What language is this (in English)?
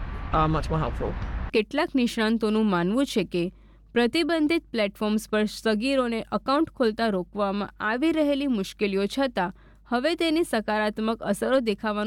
Gujarati